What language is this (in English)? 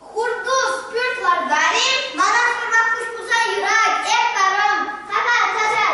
Chuvash